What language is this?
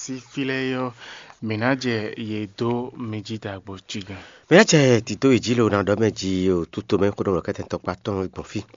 Fon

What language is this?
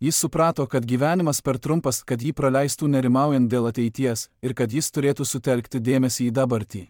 Lithuanian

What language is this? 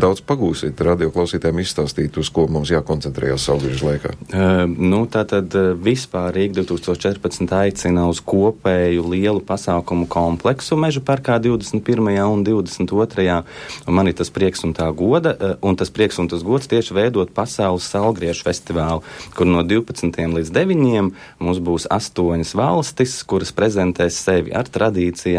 Latvian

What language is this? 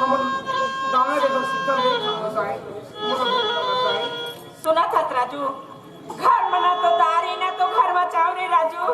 Chhattisgarhi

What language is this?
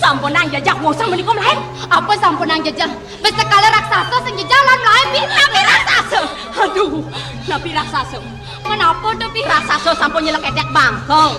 Balinese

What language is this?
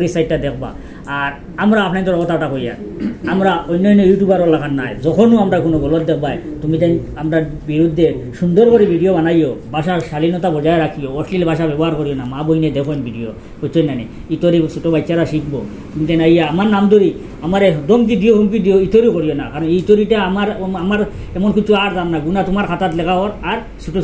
Sylheti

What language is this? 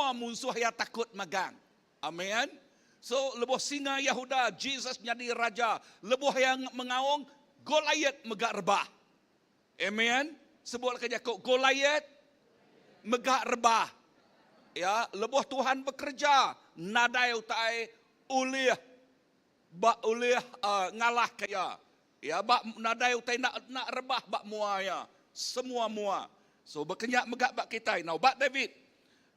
Iban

